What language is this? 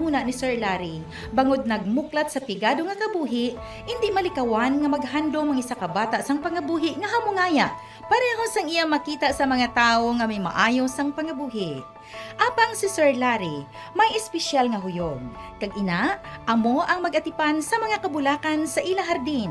Hiligaynon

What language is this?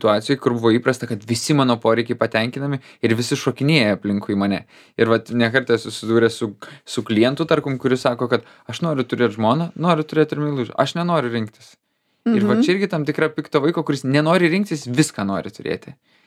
Lithuanian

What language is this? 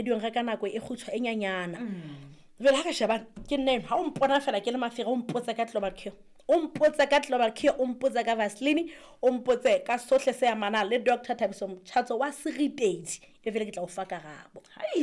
Southern Sotho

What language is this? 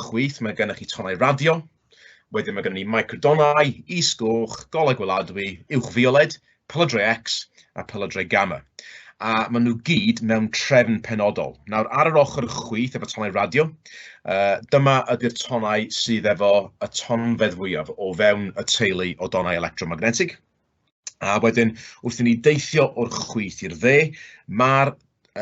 Welsh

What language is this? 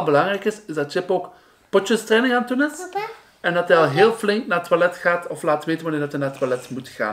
Dutch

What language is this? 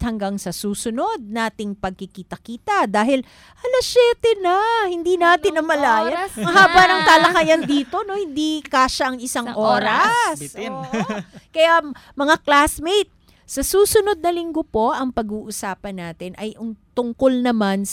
Filipino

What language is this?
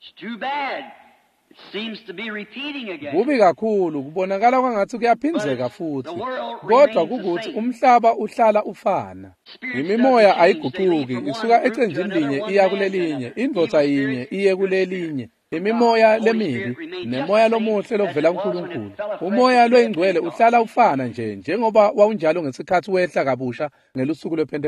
Swati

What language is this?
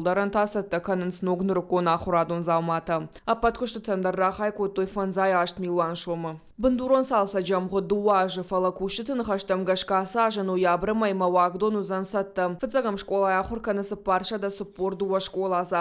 Ossetic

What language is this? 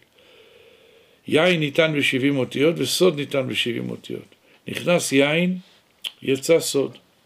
Hebrew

